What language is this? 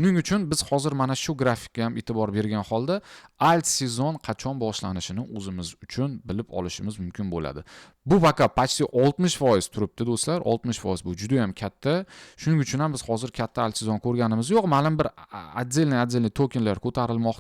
Uzbek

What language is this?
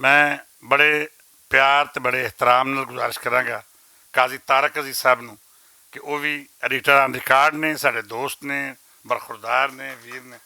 Western Panjabi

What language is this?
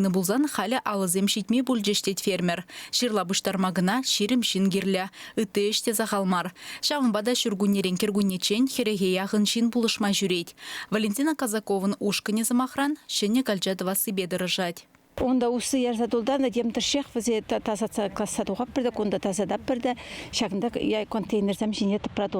Chuvash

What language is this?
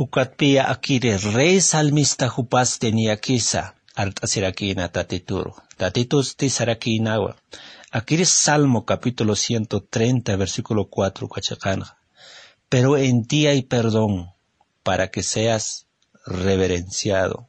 Aymara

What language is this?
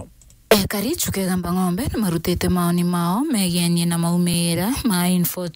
Meru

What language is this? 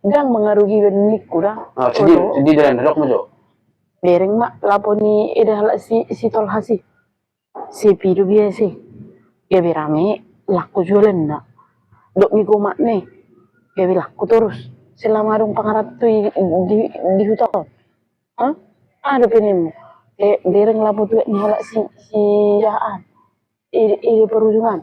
Batak Toba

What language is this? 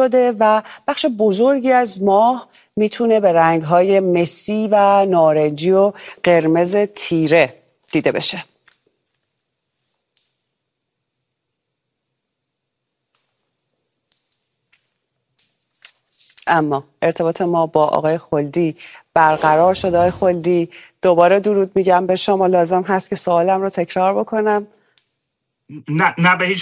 Persian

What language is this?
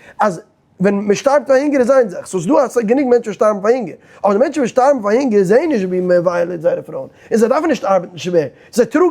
Yiddish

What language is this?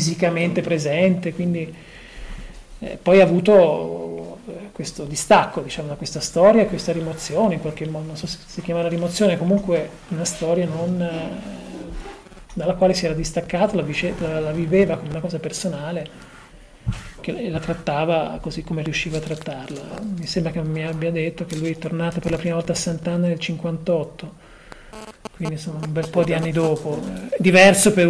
Italian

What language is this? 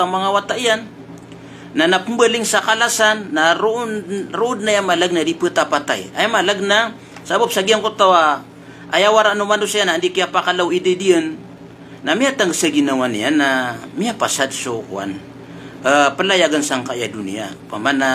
Maranao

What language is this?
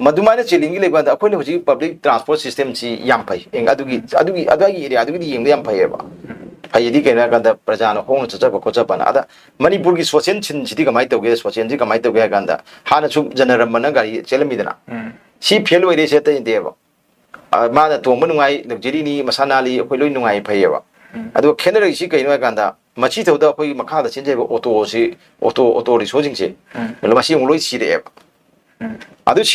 Manipuri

